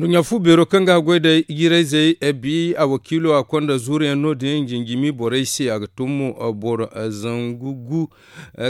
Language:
Zarma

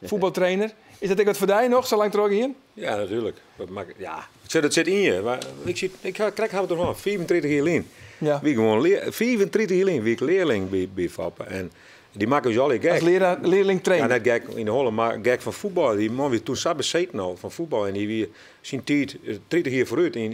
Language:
Western Frisian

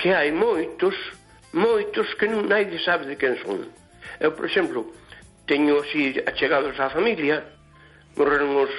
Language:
Galician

